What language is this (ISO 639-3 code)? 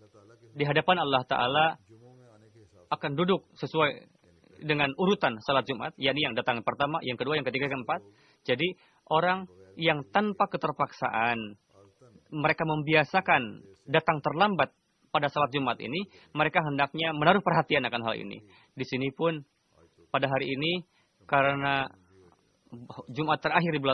ind